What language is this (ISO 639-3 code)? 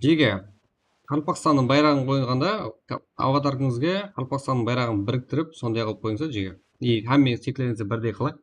kaa